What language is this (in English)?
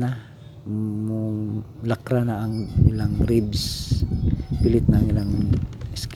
Cebuano